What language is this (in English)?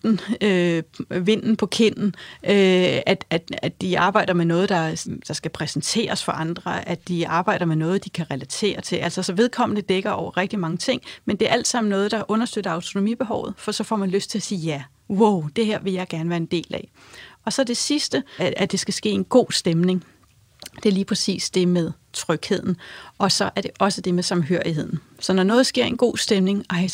Danish